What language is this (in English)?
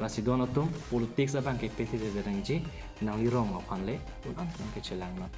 Karbi